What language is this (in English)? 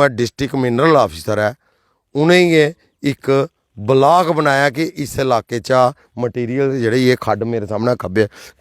Dogri